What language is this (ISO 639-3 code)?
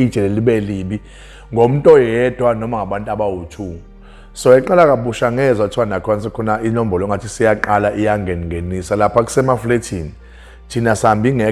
zul